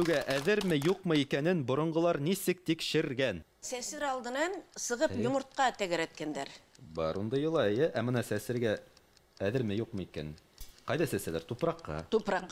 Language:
Bashkir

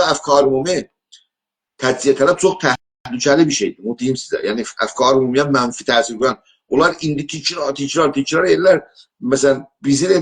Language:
South Azerbaijani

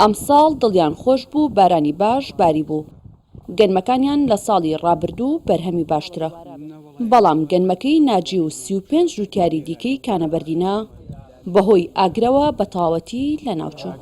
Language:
Central Kurdish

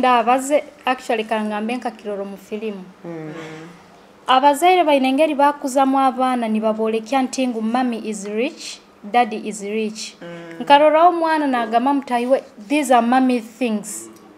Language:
Nyoro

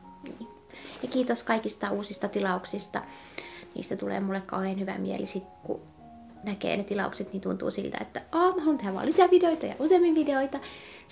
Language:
Finnish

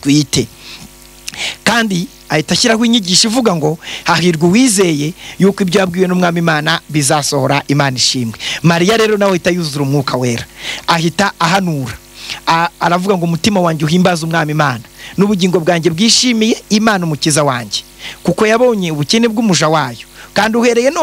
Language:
Kinyarwanda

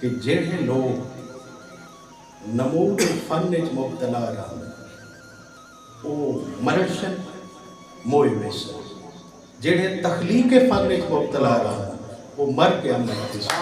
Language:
Saraiki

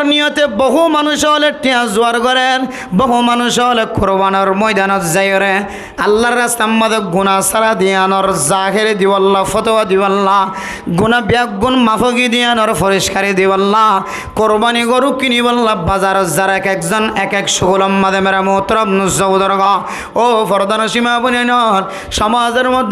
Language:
Rohingya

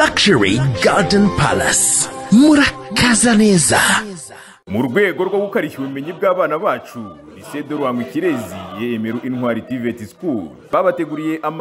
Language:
Kinyarwanda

